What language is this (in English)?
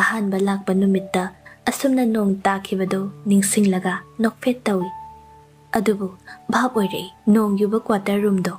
Manipuri